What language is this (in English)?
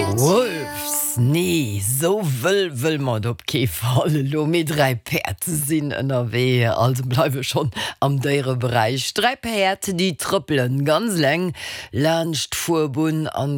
Luxembourgish